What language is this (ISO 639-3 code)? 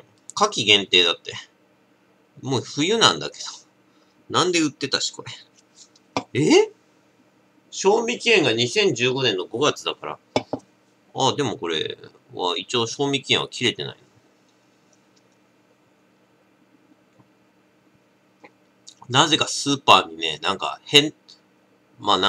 jpn